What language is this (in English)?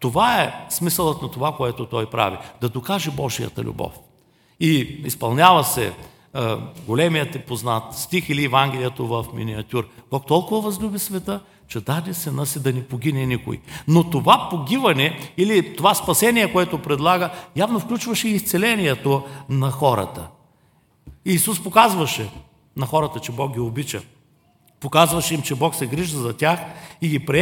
Bulgarian